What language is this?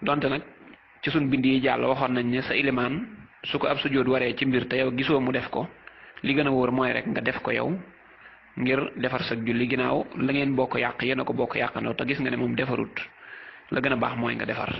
Wolof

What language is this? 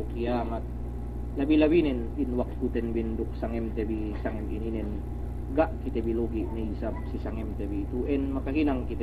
Yakan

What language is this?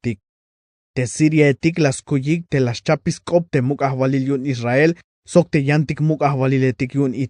Tzeltal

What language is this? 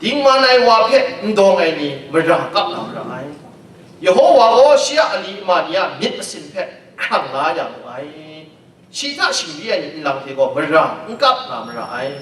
Kachin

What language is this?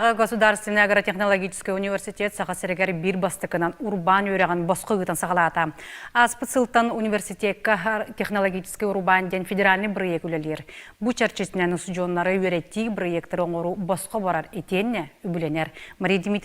Yakut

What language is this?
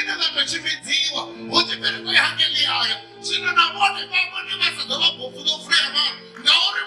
Venda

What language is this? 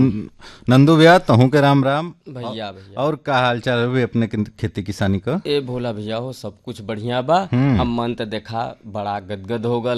Bhojpuri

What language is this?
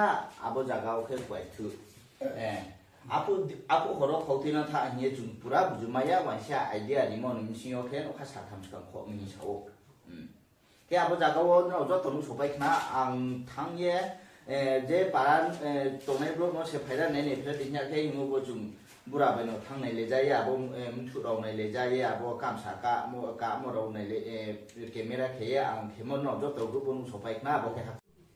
Riang (India)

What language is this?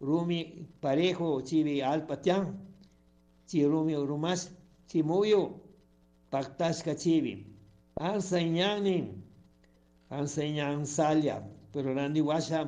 Chimborazo Highland Quichua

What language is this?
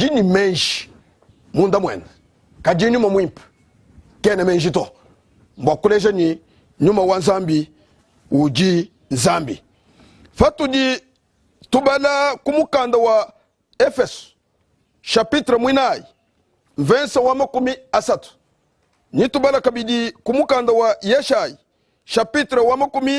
Luba-Lulua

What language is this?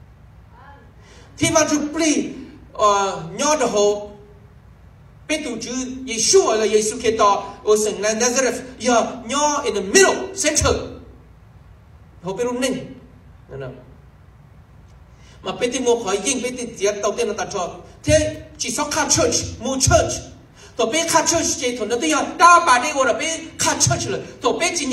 Vietnamese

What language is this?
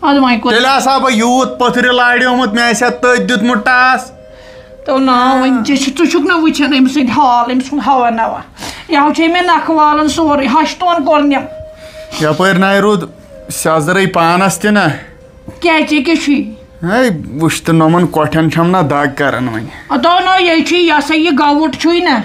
Kashmiri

